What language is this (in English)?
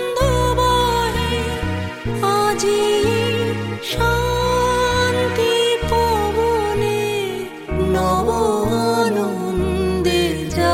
Bangla